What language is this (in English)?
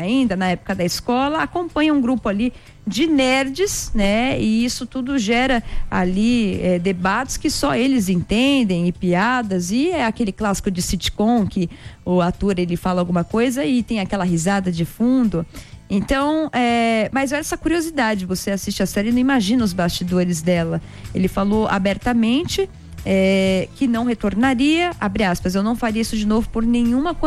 Portuguese